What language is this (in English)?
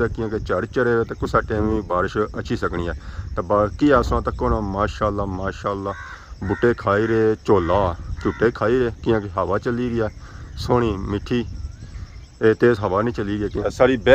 Pahari-Potwari